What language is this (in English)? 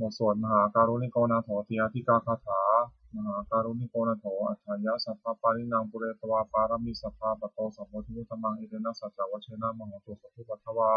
Pali